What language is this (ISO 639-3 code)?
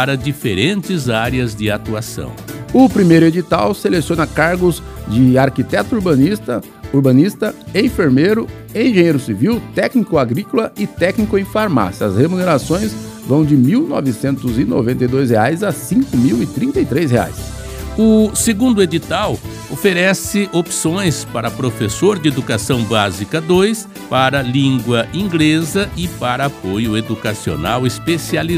por